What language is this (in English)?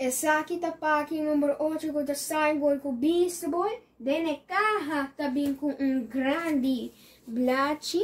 Papiamento